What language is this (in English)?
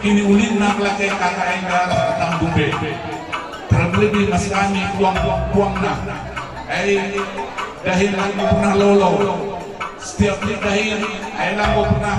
Batak Karo